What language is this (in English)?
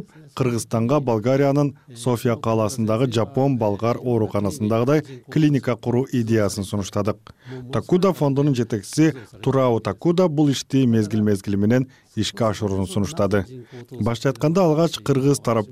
Kyrgyz